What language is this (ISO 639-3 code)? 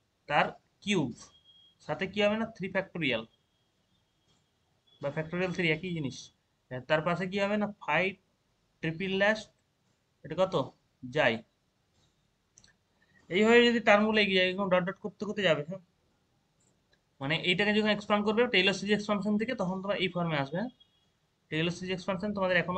ben